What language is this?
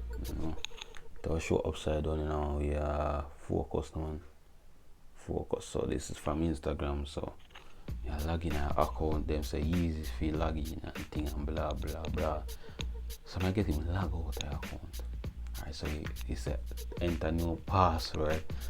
Jamaican Creole English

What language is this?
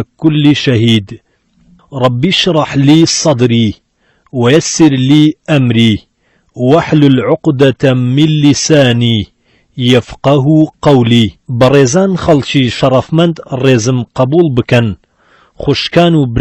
Central Kurdish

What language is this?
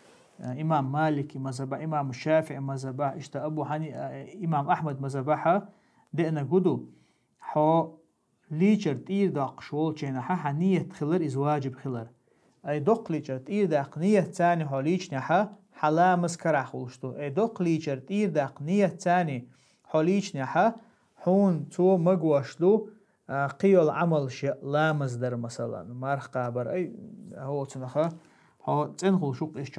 Chechen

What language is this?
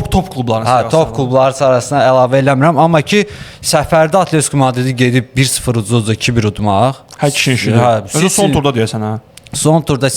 Azerbaijani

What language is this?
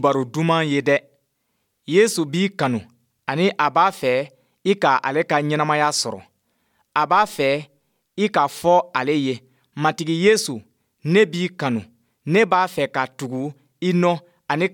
Bambara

